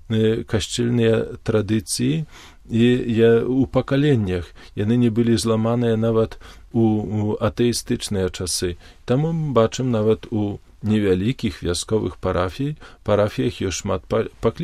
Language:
Belarusian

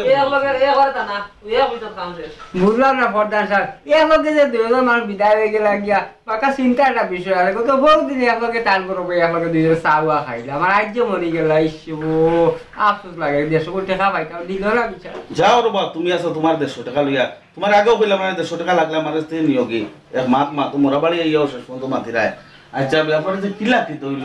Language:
Sylheti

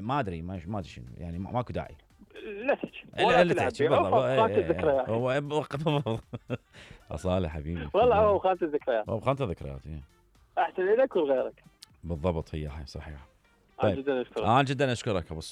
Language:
Mesopotamian Arabic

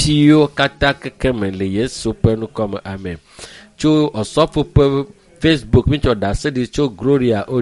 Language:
Ewe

